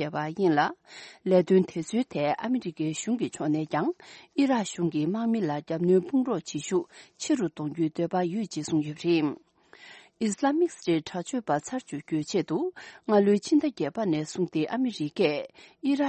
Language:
Tibetan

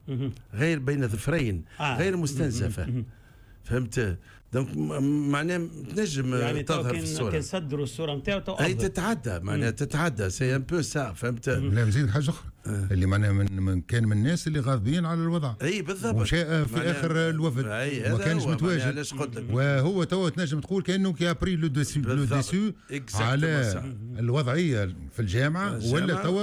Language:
Tunisian Arabic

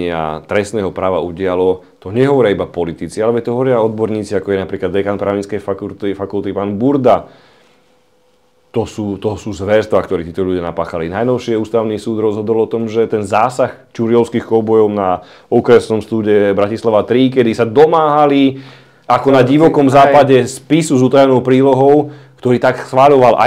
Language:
Slovak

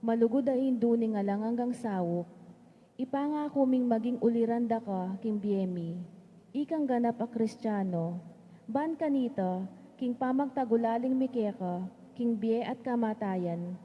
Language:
Pampanga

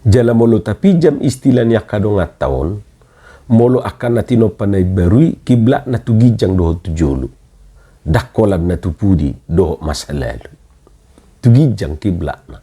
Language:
Batak Toba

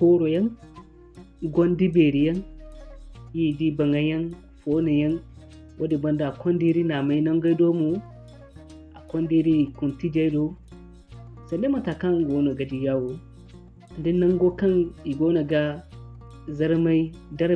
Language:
Zarma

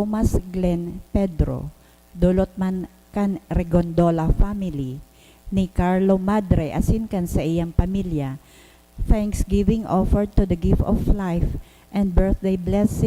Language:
Bikol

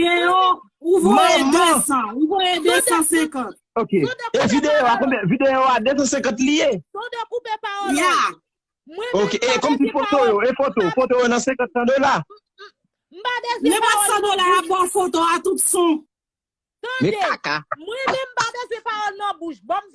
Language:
Haitian Creole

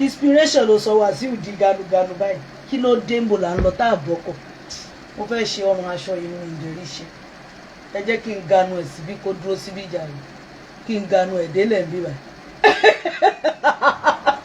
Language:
Yoruba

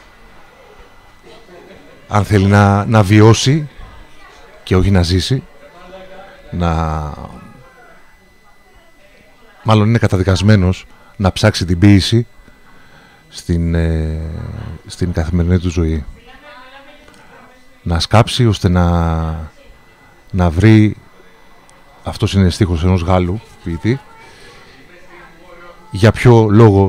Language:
Greek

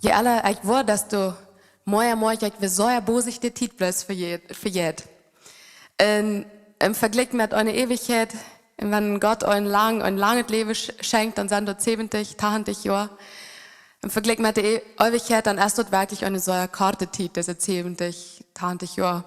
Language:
Plautdietsch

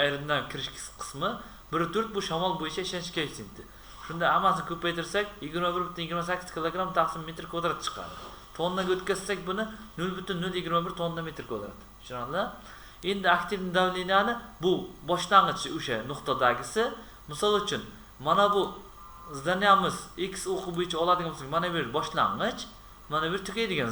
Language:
Uzbek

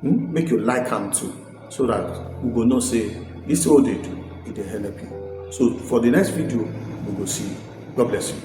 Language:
Nigerian Pidgin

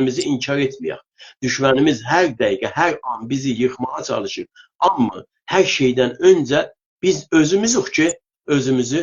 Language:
South Azerbaijani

